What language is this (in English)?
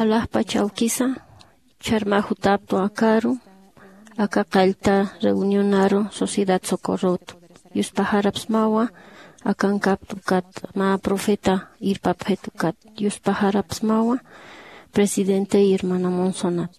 Aymara